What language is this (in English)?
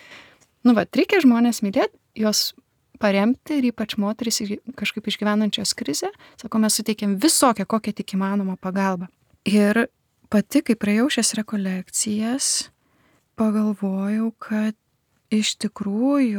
Lithuanian